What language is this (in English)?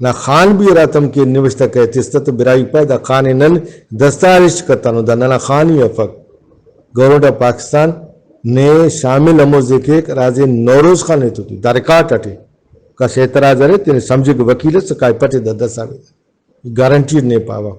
Brahui